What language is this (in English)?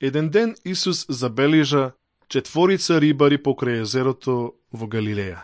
Macedonian